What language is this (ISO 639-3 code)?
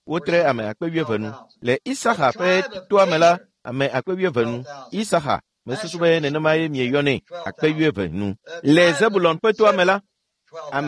ewe